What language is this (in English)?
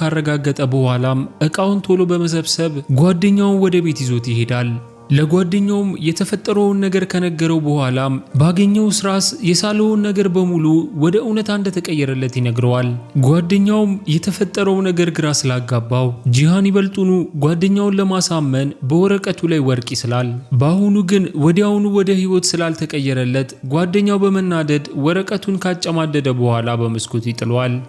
Amharic